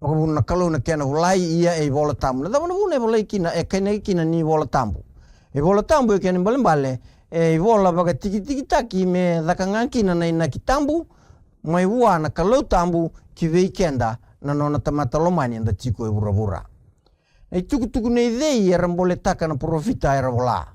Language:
Fijian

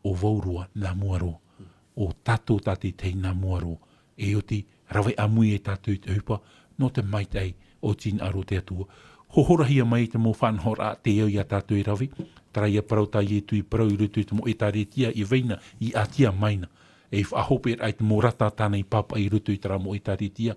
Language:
Tahitian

